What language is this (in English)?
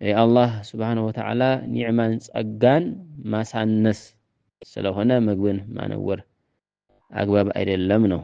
Amharic